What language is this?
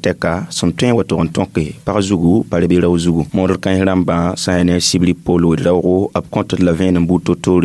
Mossi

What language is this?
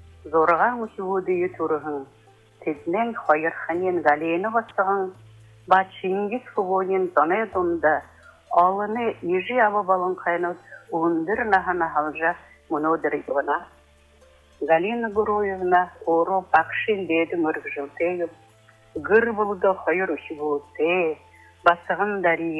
Buriat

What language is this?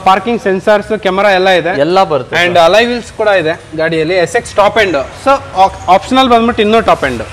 Kannada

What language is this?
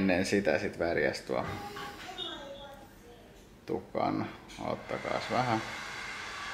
Finnish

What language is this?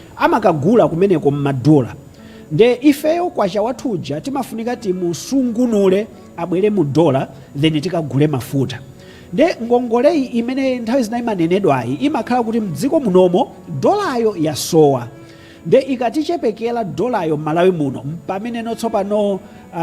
Nyanja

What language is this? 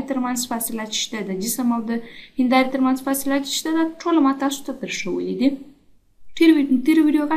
Pashto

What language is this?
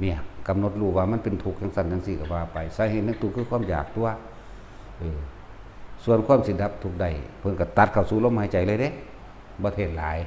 Northeastern Thai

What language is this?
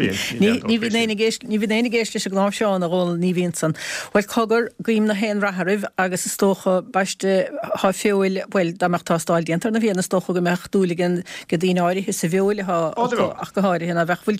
Irish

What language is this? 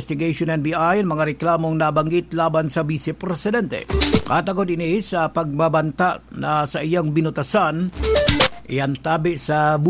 Bikol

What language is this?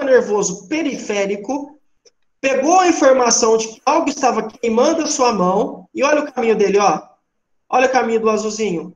Portuguese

